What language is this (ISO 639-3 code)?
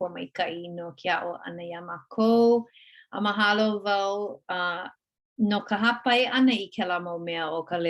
haw